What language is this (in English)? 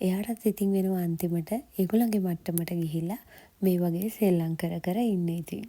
Sinhala